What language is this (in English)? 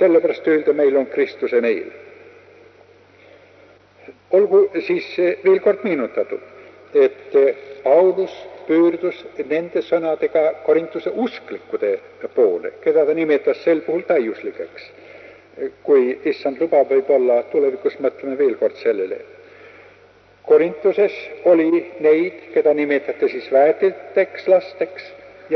Estonian